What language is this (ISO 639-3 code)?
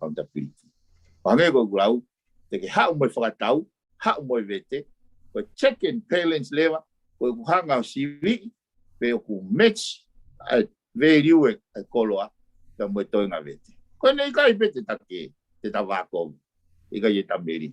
ton